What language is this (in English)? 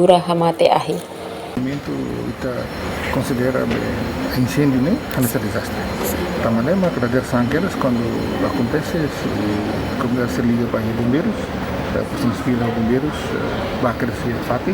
Tetum